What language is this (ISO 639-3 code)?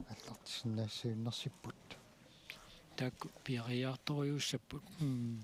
kal